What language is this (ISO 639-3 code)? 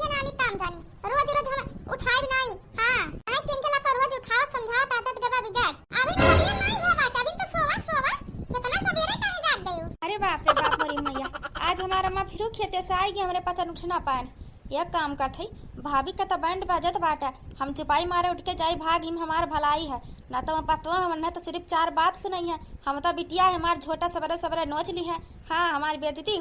awa